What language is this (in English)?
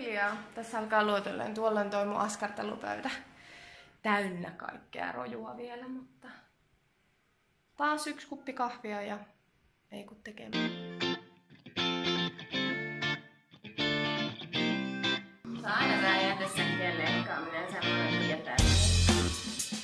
Finnish